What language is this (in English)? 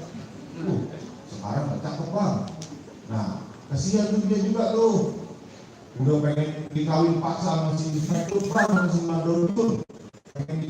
Betawi